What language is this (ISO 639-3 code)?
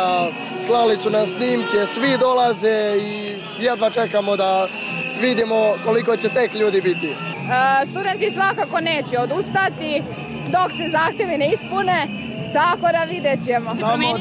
srp